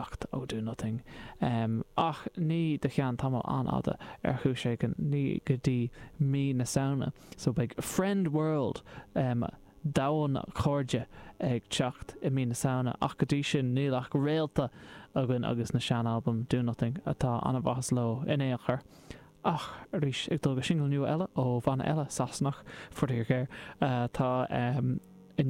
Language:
Irish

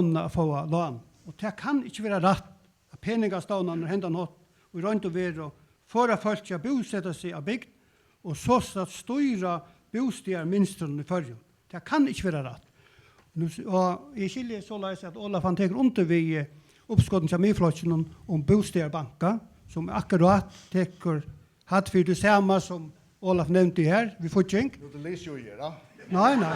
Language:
Faroese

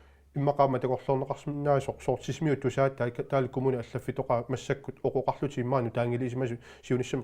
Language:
Kalaallisut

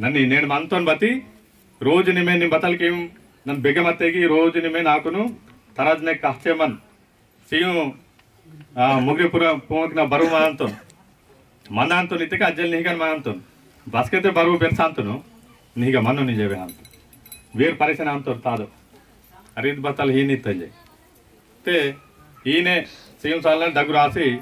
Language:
Aheri Gondi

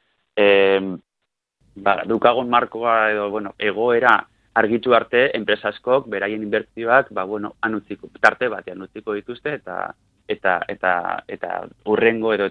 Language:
Basque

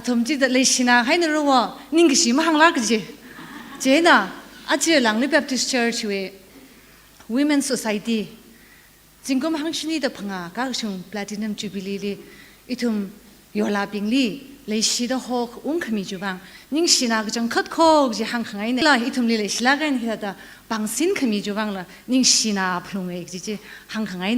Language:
Tangkhul Naga (India)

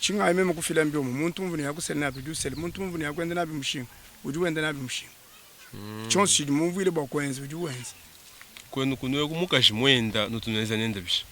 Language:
Luba-Lulua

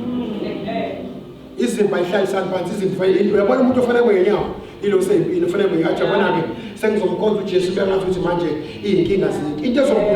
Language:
Zulu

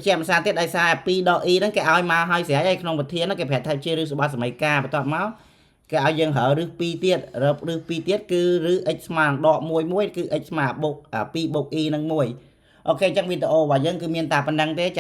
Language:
Khmer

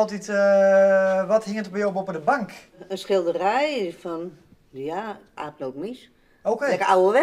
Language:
Western Frisian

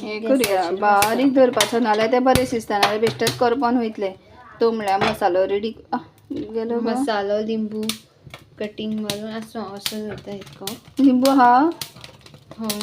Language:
Konkani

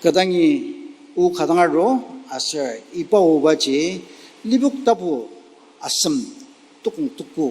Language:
Ao Naga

